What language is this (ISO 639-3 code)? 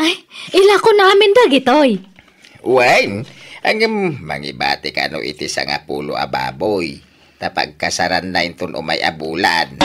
ilo